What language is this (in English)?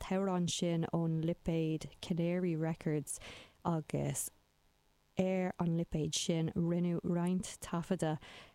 Irish